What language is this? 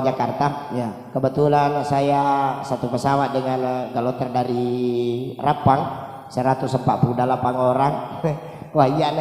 Buginese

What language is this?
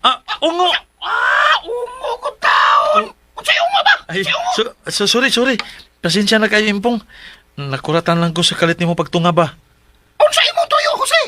Cebuano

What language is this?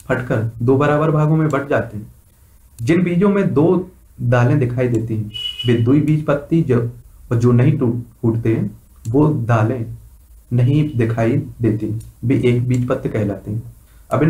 Hindi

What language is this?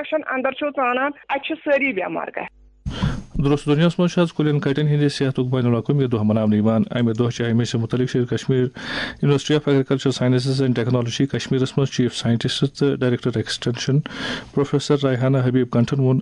Kashmiri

